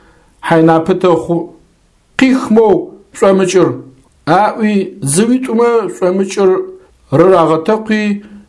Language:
Adyghe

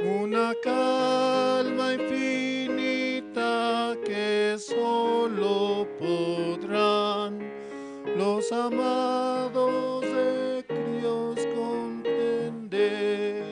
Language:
South Bolivian Quechua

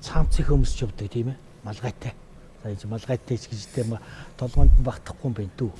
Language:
Mongolian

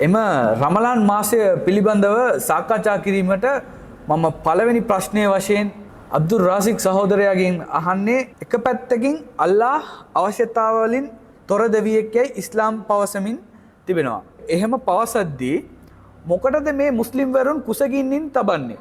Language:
Sinhala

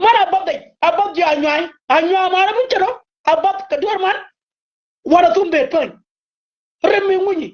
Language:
Nuer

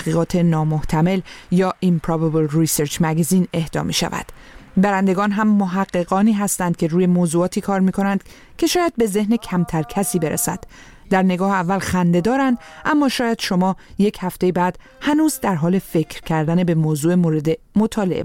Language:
Persian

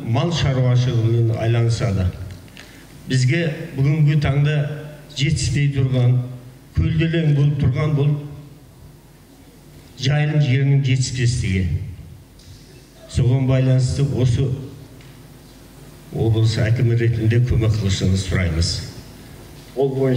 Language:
Kazakh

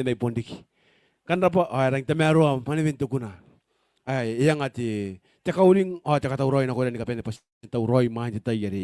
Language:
Gilbertese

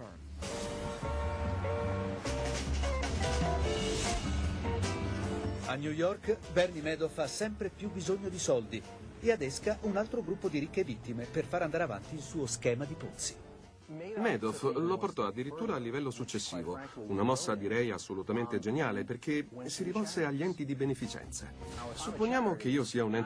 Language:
Italian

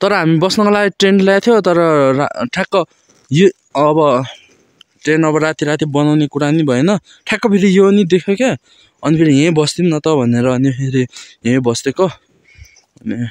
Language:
Nepali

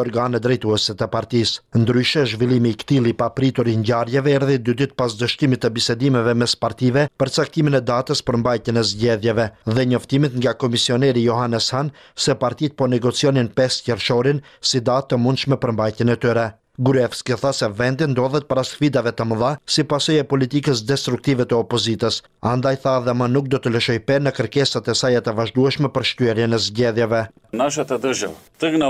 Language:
Albanian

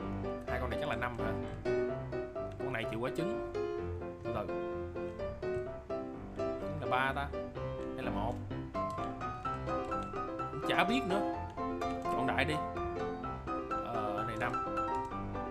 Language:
Vietnamese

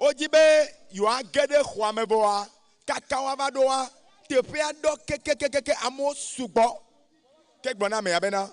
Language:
Ewe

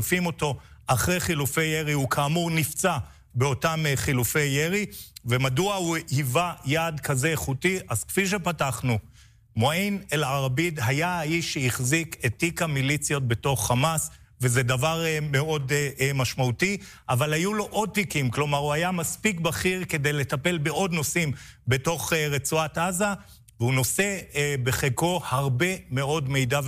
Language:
Hebrew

